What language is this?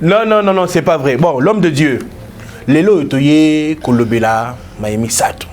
Lingala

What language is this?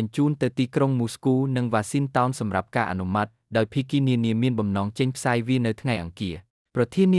Khmer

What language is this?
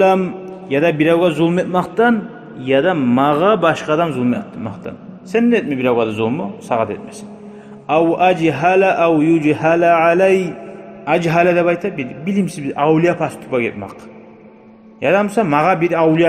Kumyk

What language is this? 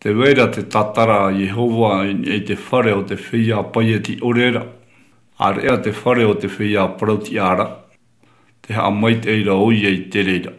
Tahitian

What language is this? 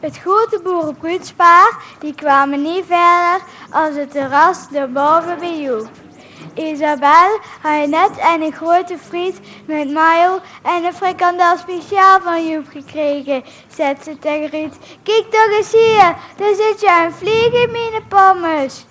Limburgish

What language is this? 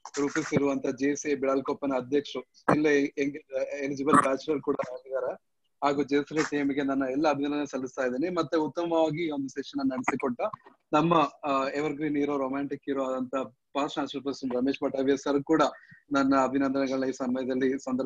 Kannada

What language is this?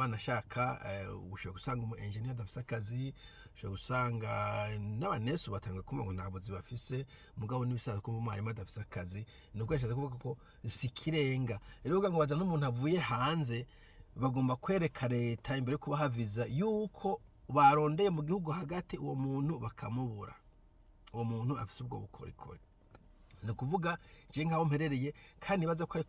Rundi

